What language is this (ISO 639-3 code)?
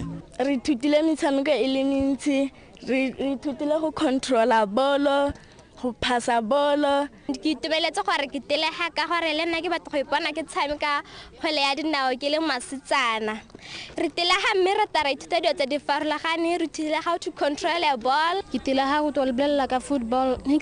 tsn